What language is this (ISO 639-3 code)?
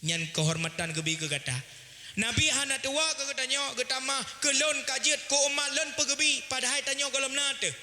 ace